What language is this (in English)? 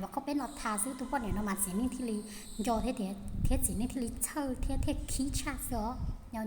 Hmong